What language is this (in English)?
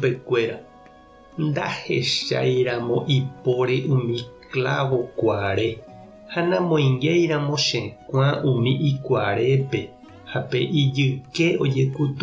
Guarani